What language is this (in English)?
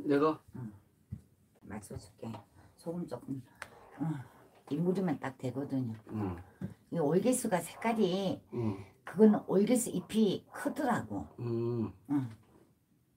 Korean